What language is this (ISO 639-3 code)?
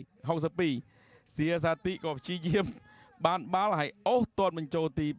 khm